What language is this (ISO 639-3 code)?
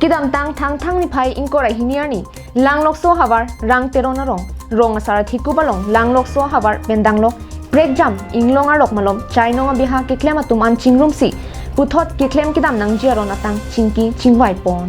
mjw